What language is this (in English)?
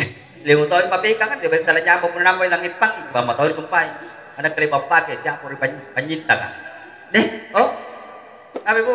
Makasar